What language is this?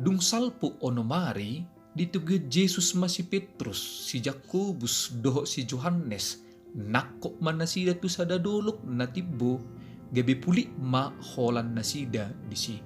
Batak Toba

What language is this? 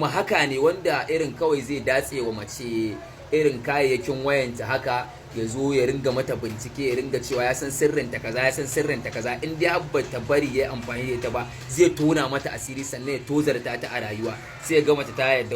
Hausa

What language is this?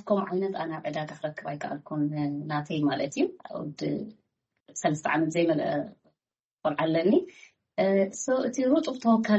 Tigrinya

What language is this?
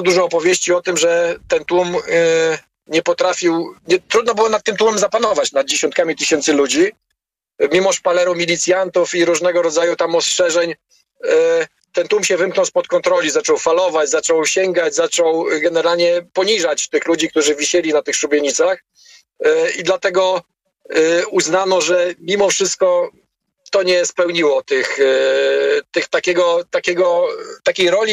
Polish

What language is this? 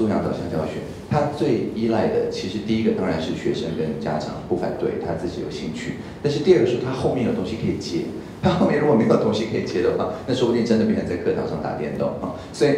Chinese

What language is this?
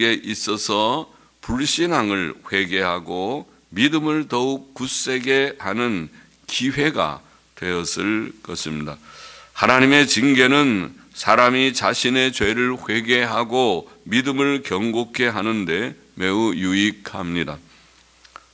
Korean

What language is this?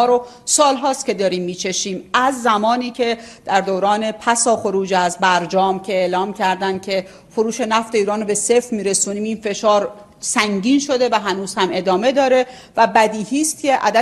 Persian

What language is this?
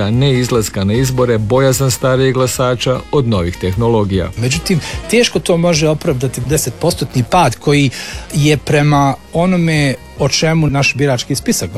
Croatian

